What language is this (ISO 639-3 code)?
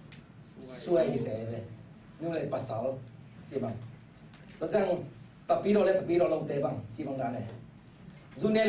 ctd